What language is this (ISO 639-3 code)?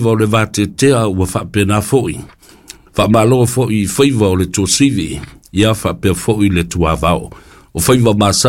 smo